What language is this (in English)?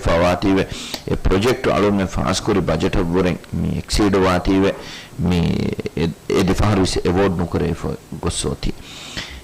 Divehi